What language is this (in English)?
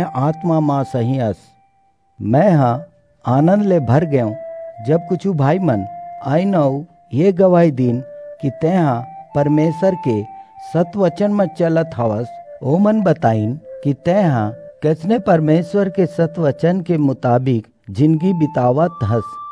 Chhattisgarhi